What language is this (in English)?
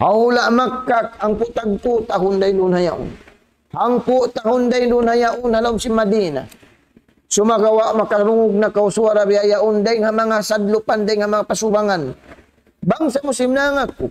Tausug